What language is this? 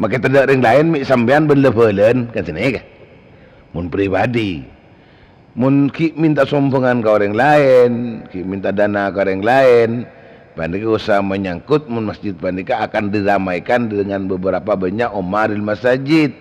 Madurese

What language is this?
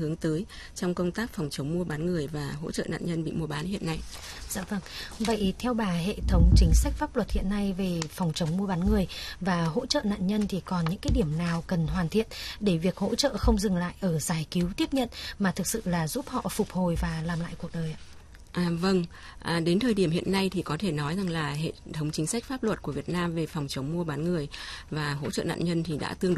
Vietnamese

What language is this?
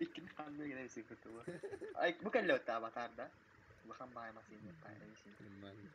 Yakut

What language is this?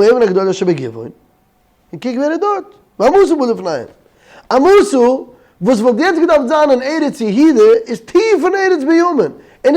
Yiddish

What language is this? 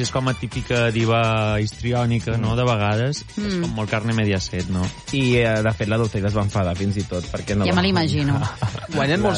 Catalan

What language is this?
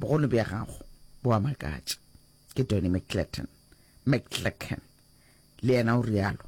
Northern Sotho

